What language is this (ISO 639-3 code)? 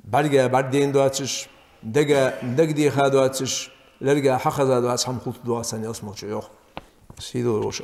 inh